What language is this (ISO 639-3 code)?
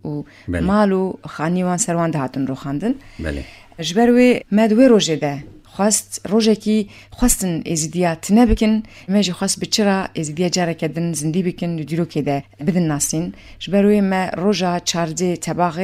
kur